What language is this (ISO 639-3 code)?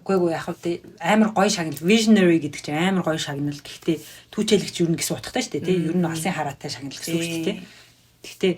mon